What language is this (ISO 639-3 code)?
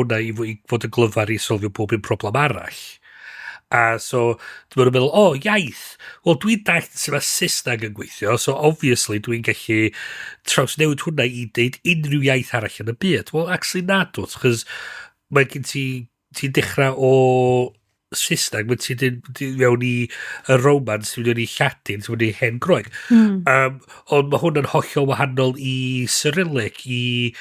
cym